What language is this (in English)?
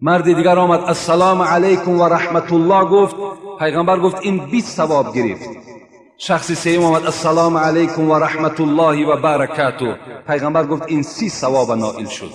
Tajik